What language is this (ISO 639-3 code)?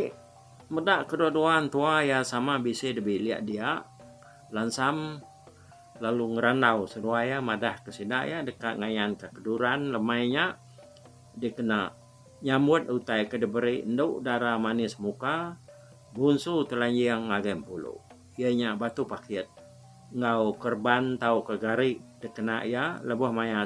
iba